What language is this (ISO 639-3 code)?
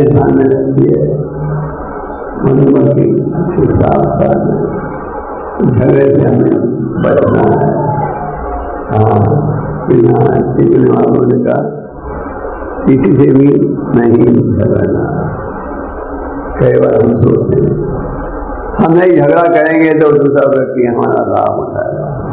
hin